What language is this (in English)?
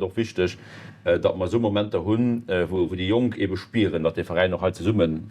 Luxembourgish